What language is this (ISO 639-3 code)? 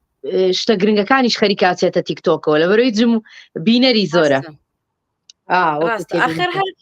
ckb